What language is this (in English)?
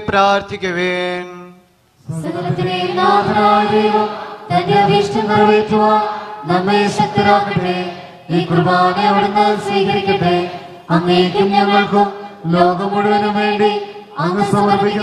Malayalam